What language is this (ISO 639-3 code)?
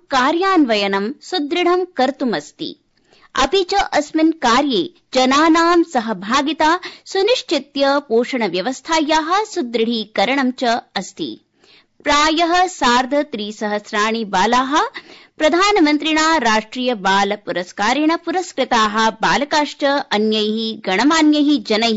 san